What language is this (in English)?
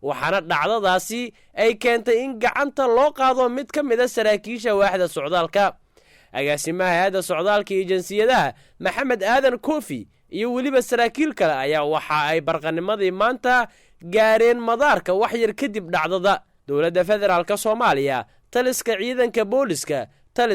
Somali